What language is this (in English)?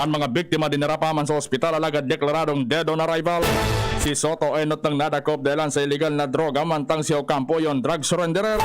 Bikol